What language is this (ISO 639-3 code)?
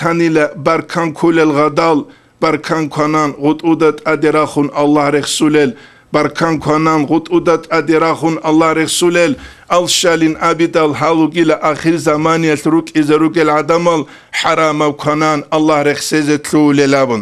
ava